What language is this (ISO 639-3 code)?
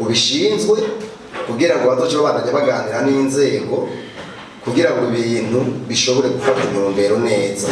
run